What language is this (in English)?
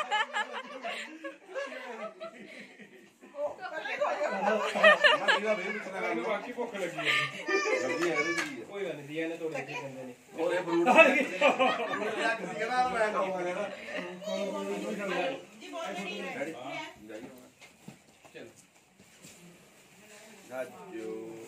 Punjabi